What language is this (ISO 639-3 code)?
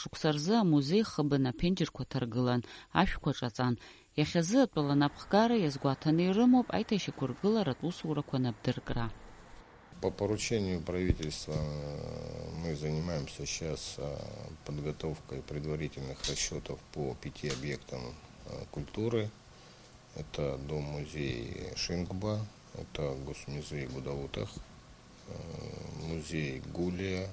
abk